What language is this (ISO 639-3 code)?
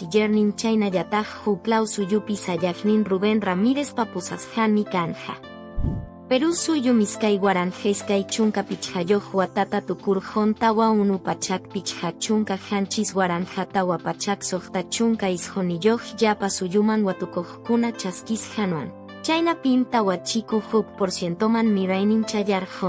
que